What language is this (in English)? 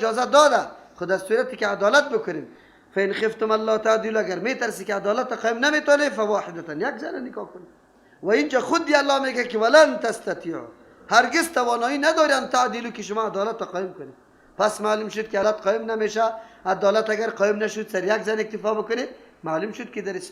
Persian